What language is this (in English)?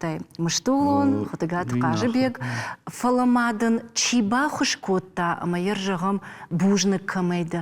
Ossetic